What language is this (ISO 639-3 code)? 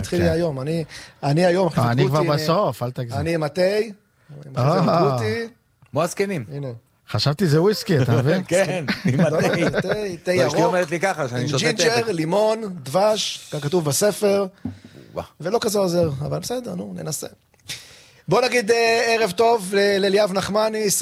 heb